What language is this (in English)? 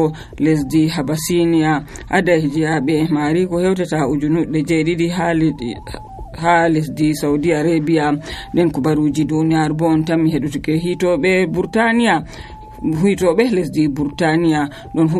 Nigerian Fulfulde